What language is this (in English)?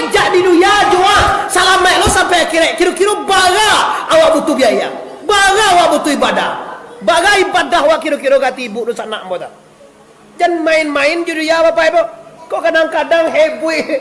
Minangkabau